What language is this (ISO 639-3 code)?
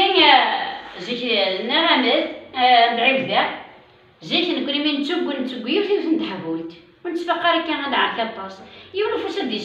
kab